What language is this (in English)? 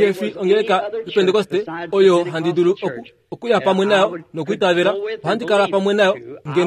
Kuanyama